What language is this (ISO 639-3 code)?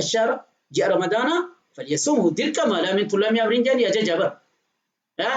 orm